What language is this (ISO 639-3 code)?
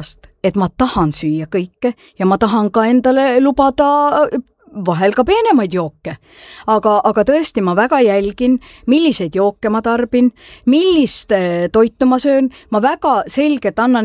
est